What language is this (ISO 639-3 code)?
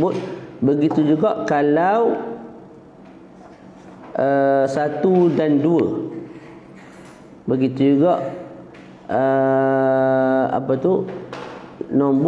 msa